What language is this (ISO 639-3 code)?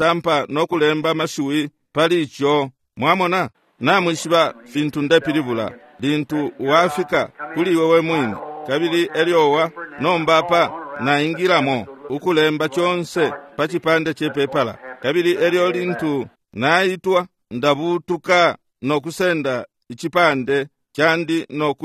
bem